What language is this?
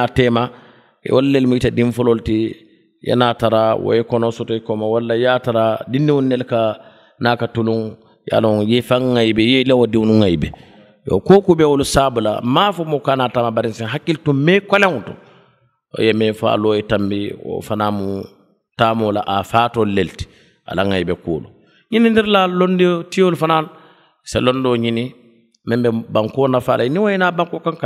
Mandingo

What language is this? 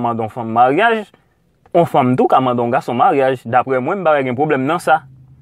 Haitian Creole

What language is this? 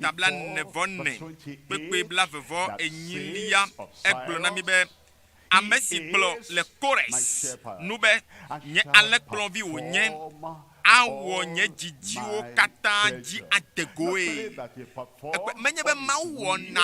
Ewe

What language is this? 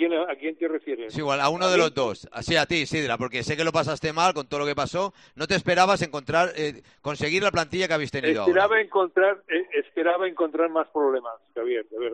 Spanish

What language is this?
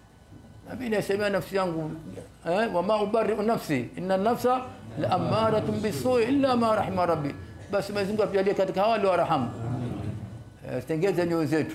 Swahili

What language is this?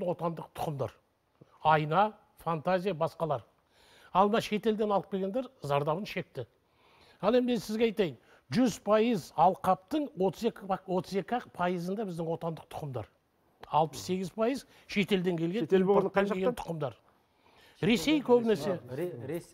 Kazakh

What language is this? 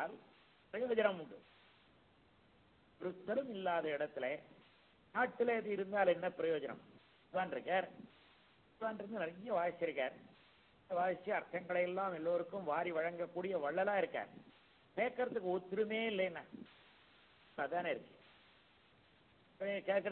Tamil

